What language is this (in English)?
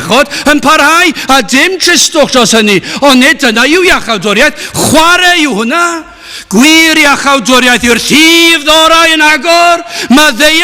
Welsh